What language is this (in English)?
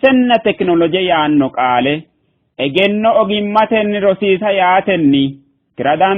Sidamo